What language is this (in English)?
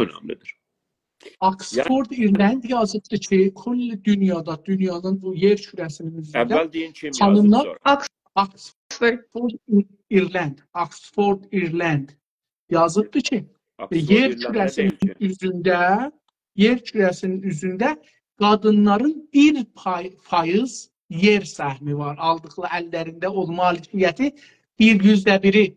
South Azerbaijani